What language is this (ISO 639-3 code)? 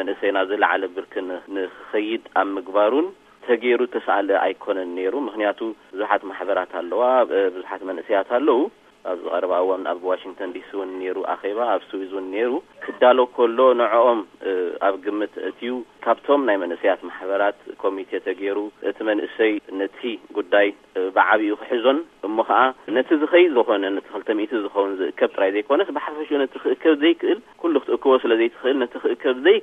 tir